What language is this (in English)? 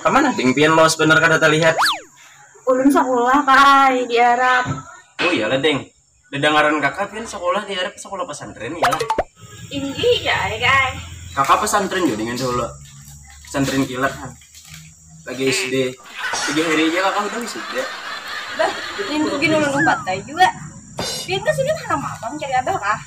Banjar